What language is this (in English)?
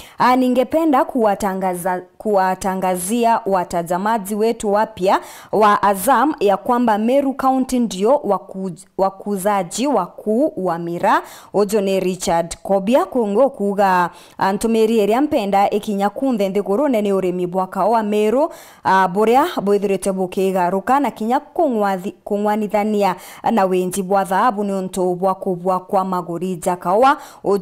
Meru